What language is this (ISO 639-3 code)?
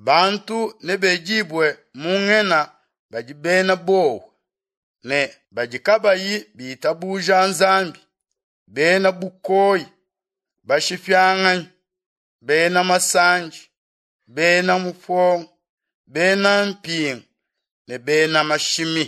lua